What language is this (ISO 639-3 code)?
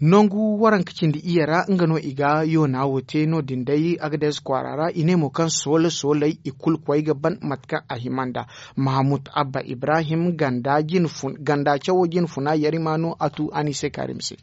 dje